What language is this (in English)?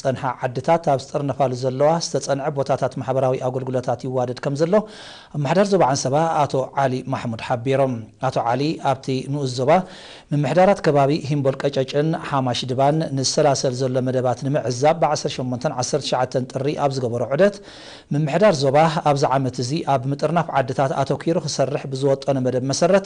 Tigrinya